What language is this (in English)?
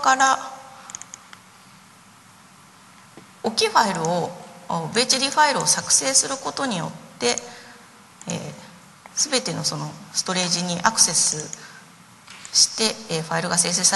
Japanese